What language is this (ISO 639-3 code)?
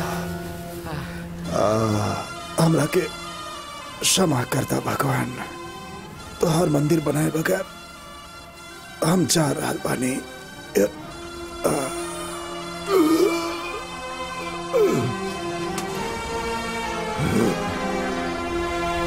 bho